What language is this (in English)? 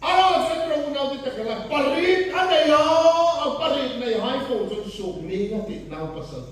Hmar